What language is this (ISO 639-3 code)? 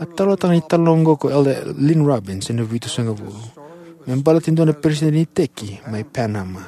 fij